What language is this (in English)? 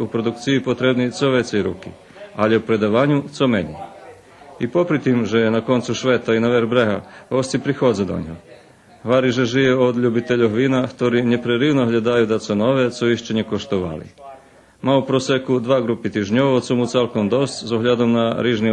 Rusyn